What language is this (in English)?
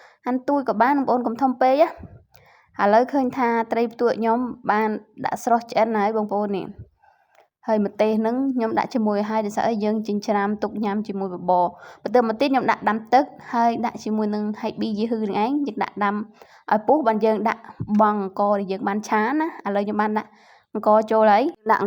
Khmer